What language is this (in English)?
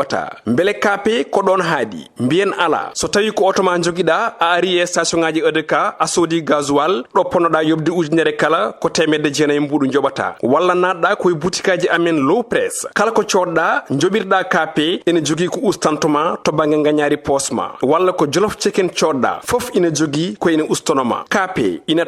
Fula